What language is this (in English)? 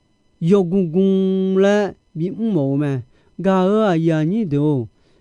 Akha